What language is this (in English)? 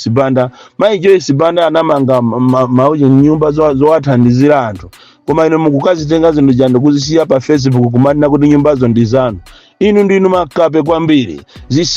Nyanja